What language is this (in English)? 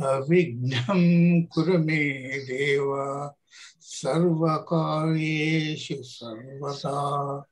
Sanskrit